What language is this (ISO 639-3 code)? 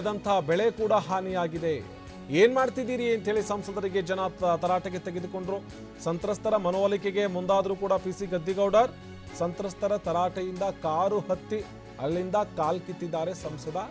kan